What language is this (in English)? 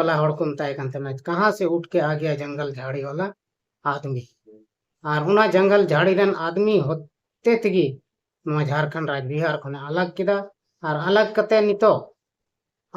Santali